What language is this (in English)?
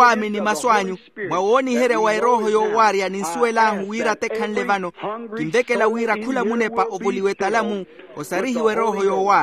Makhuwa